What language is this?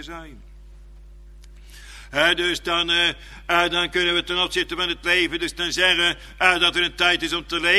Dutch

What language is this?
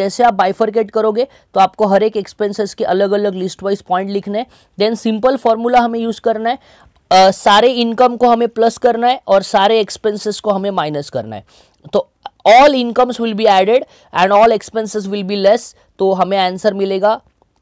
Hindi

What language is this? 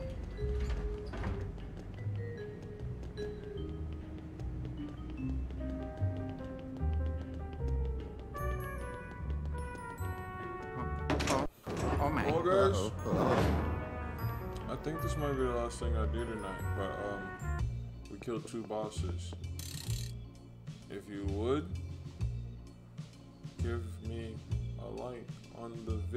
English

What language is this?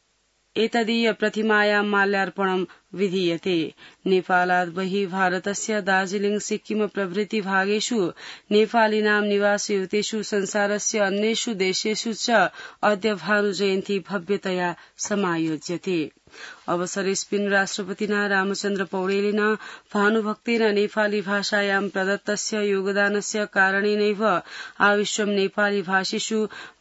Sanskrit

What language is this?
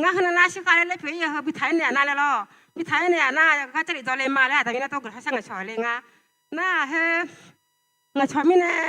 Akha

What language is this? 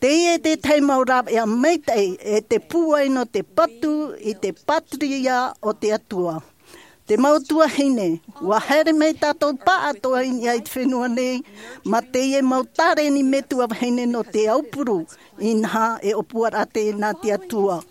Tahitian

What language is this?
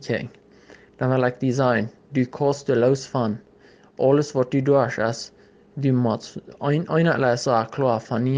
Plautdietsch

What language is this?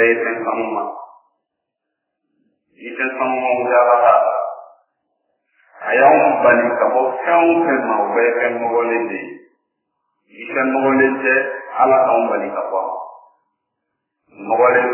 Bambara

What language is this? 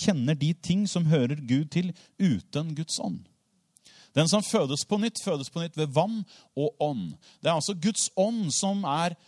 Norwegian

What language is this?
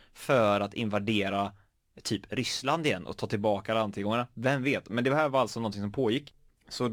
Swedish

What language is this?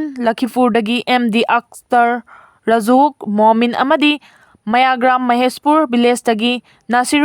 Manipuri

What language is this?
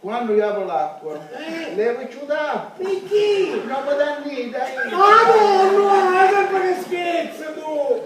Sicilian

